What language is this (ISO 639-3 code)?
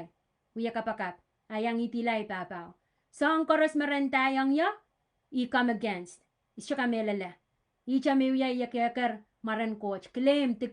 pon